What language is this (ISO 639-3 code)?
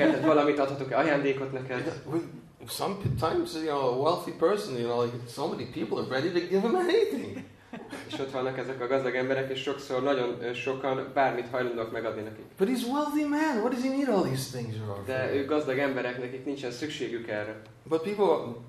hun